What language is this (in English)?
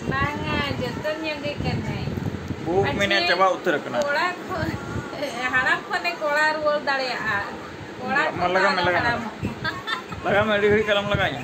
Santali